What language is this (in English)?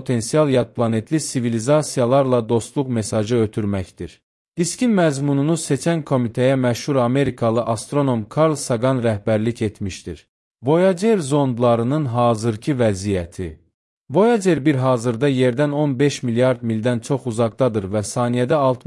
Azerbaijani